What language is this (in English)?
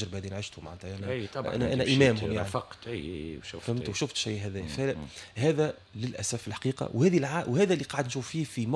Tunisian Arabic